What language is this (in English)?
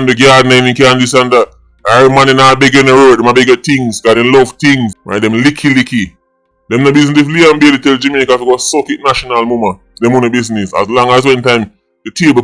Jamaican Creole English